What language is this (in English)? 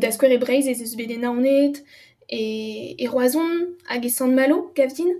Breton